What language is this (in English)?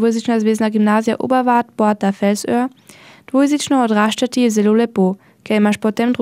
Slovenian